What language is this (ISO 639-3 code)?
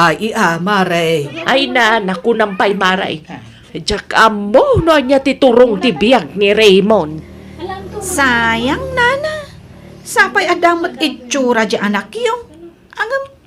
ilo